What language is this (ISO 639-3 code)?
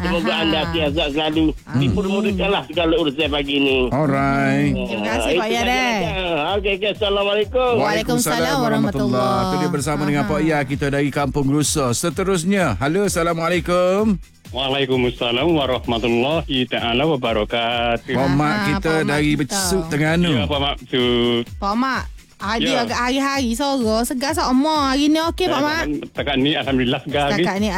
msa